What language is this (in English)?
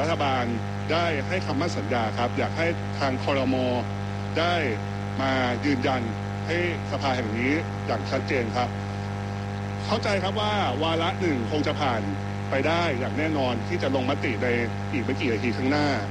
Thai